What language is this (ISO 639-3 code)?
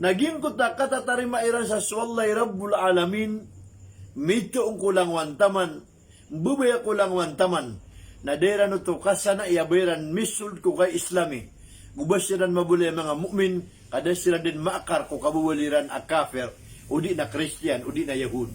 mrw